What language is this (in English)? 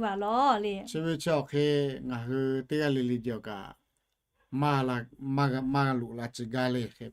Lahu